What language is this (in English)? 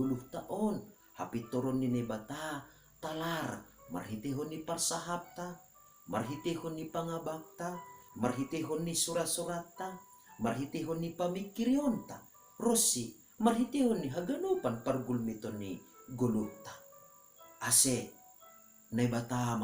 Batak Simalungun